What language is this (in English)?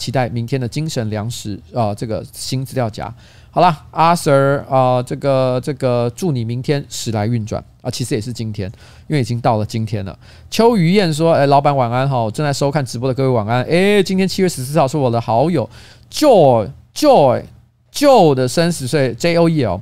Chinese